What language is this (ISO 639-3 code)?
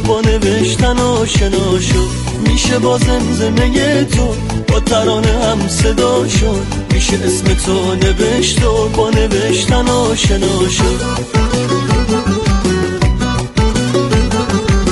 fas